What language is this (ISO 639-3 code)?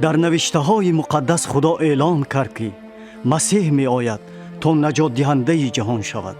tgk